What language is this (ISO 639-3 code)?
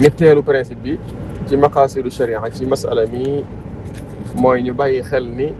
wol